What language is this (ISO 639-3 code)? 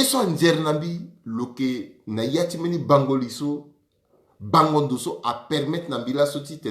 sag